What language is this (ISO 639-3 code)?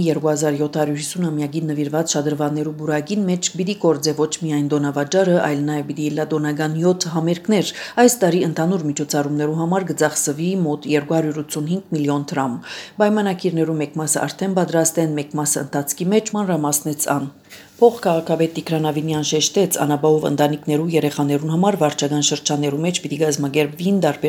hye